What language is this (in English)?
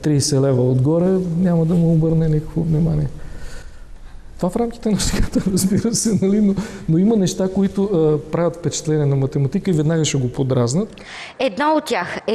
Bulgarian